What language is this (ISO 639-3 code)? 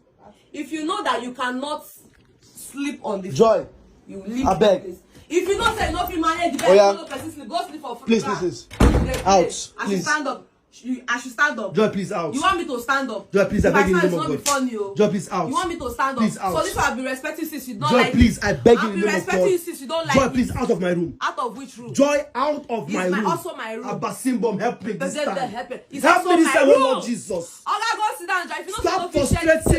pcm